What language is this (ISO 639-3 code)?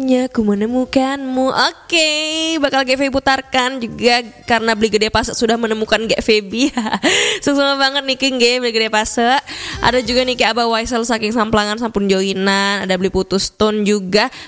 ban